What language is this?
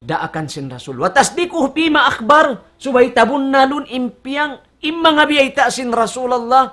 Tausug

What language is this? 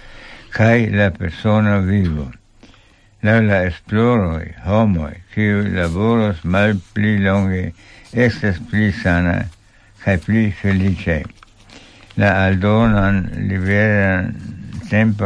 Esperanto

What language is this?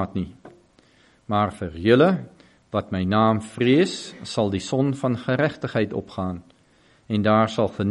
Afrikaans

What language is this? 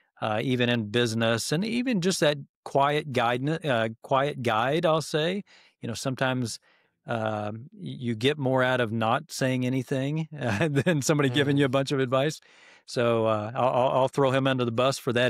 English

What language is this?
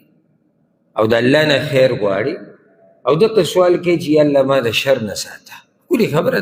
Pashto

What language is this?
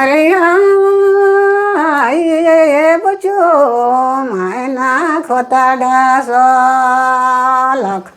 Sadri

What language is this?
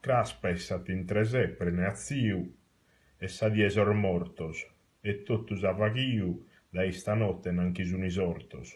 Sardinian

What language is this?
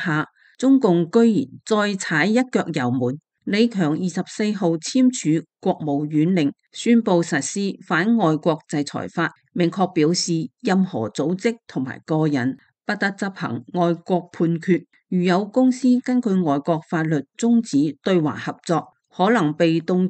Cantonese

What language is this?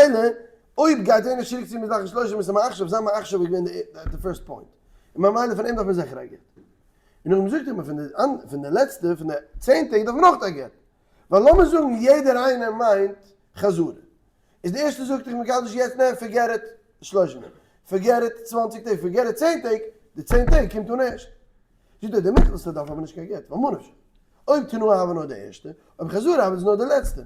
Yiddish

